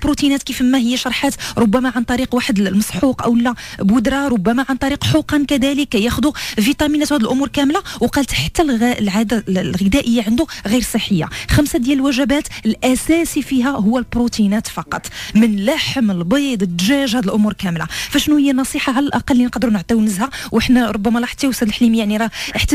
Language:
Moroccan Arabic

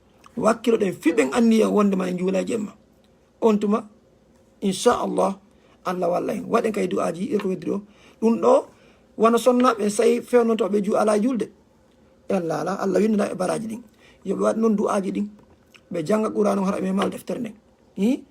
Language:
Fula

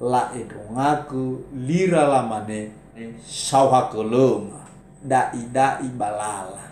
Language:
Nias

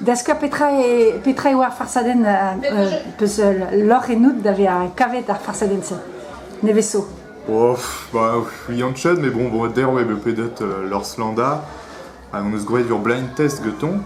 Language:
Breton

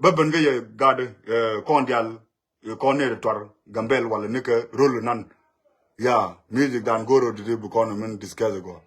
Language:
Nuer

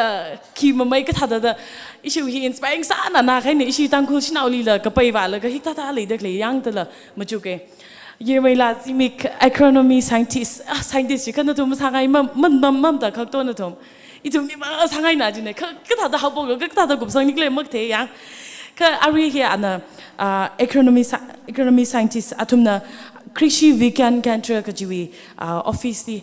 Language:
Tangkhul Naga (India)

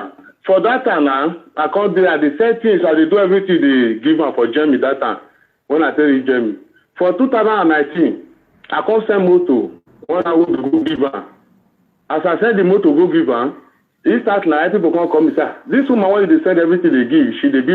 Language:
Nigerian Pidgin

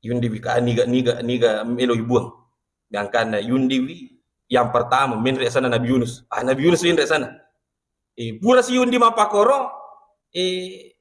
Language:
Buginese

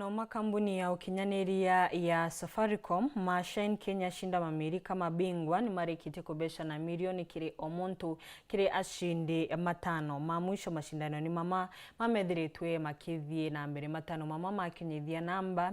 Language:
Meru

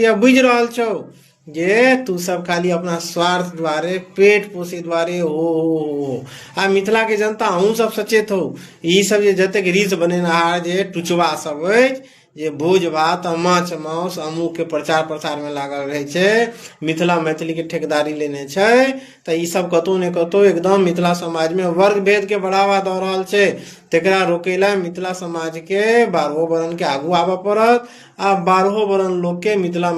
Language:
Maithili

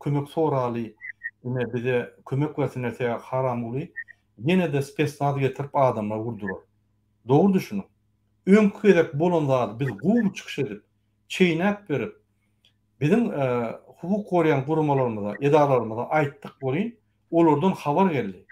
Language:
Turkmen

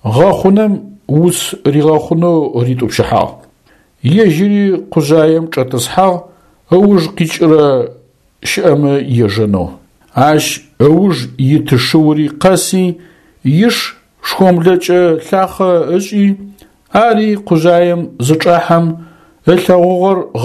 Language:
Adyghe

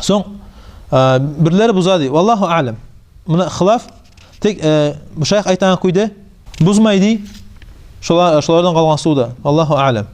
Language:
Kumyk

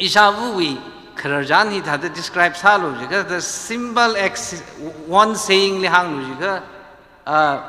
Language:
Tangkhul Naga (India)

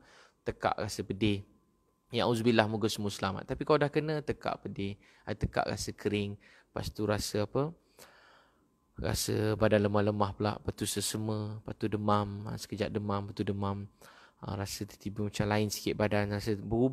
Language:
Malay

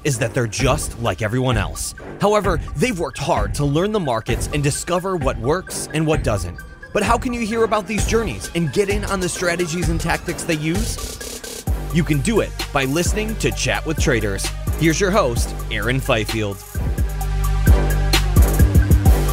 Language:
English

